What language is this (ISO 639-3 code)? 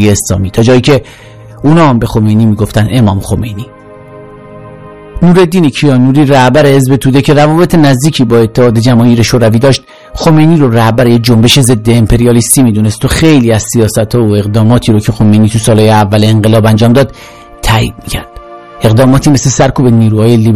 fas